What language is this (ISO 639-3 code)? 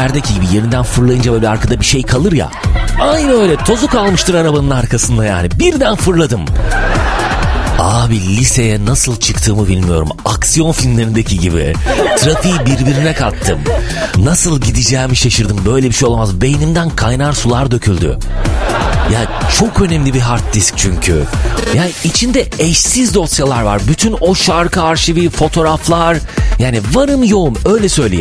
tur